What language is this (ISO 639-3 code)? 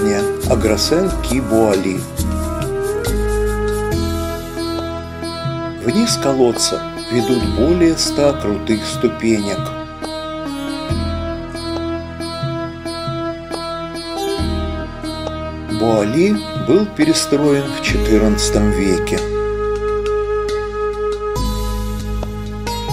rus